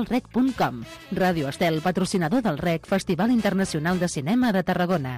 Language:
Catalan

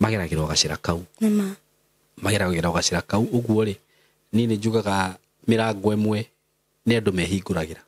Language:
Kikuyu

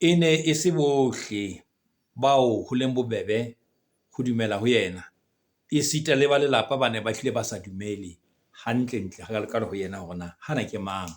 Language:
Southern Sotho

